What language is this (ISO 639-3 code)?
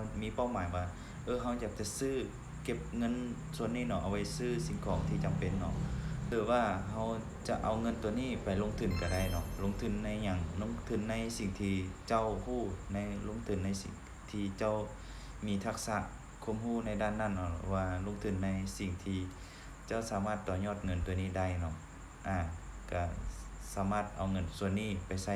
lao